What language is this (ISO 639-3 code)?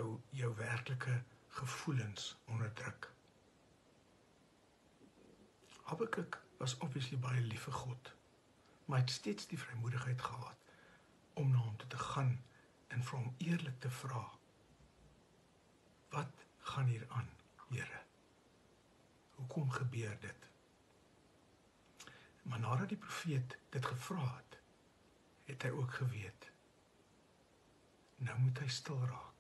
afr